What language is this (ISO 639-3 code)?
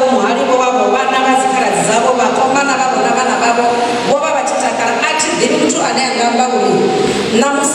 ven